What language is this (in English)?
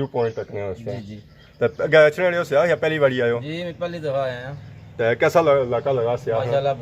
Pahari-Potwari